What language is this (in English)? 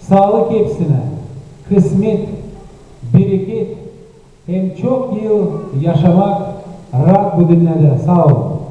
Gagauz